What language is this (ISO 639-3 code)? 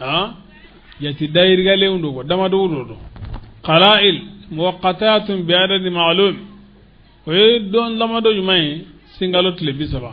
bam